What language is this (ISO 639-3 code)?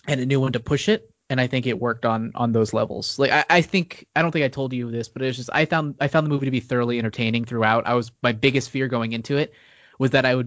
eng